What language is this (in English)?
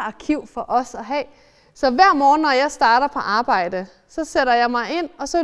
Danish